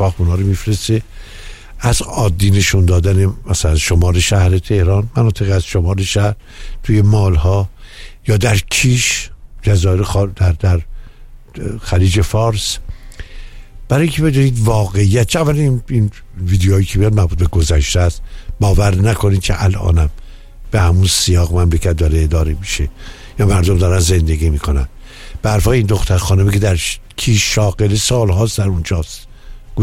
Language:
Persian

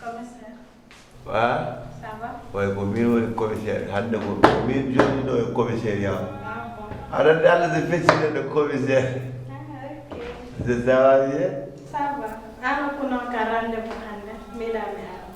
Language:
Fula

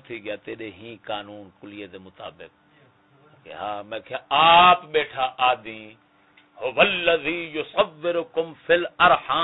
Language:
Saraiki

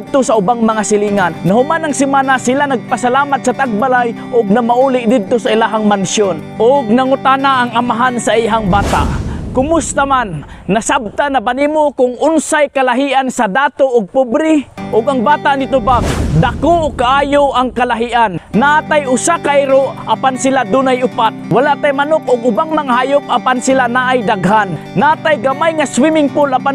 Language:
Cebuano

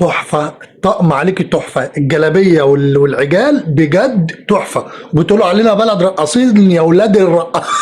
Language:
Egyptian Arabic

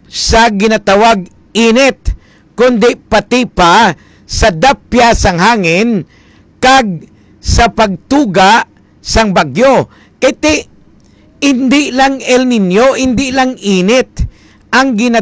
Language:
Hiligaynon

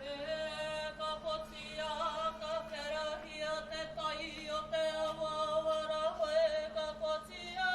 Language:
Māori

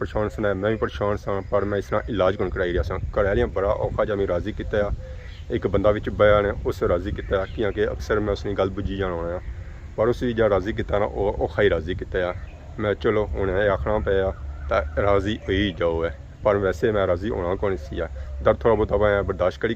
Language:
Pahari-Potwari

